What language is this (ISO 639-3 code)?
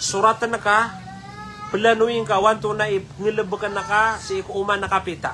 mrw